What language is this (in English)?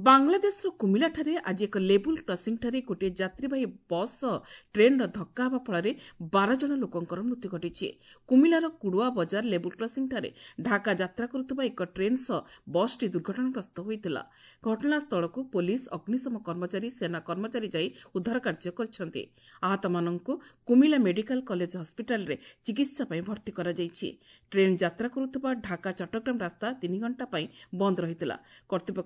Odia